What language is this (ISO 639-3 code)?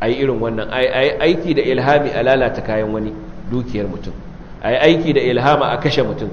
hau